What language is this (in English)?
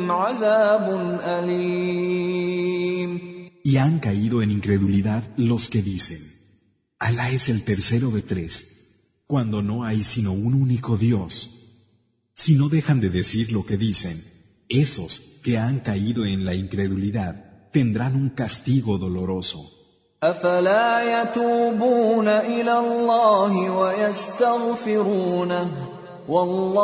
Spanish